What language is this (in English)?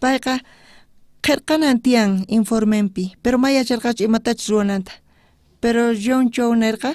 South Bolivian Quechua